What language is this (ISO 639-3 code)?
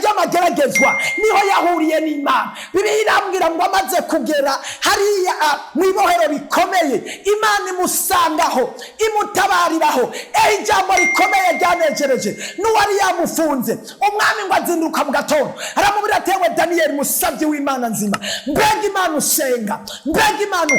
run